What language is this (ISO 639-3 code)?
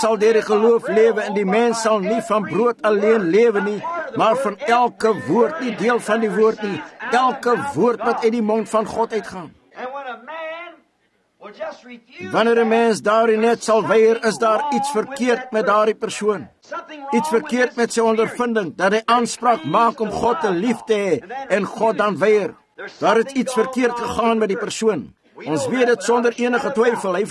afr